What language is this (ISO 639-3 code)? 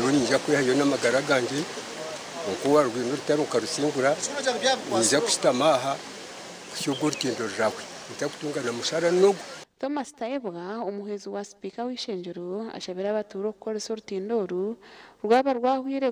nyn